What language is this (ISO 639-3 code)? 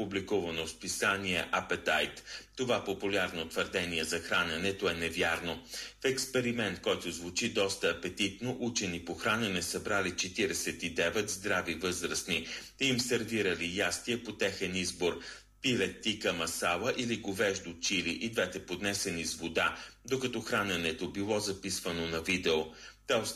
bul